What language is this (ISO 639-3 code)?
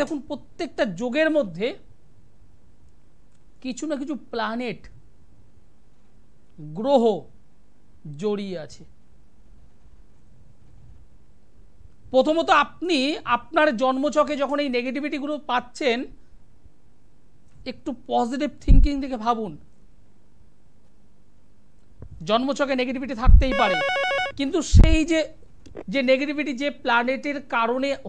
ben